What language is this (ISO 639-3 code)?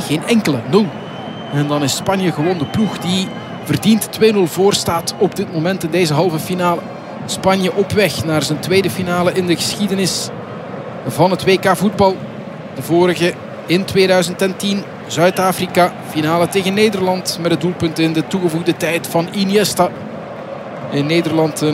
nld